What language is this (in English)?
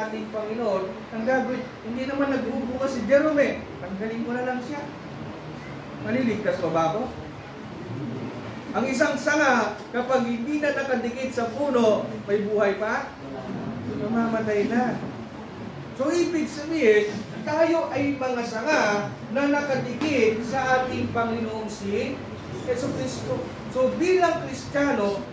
Filipino